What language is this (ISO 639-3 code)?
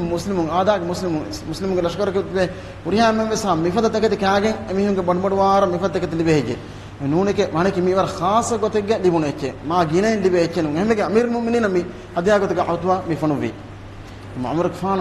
div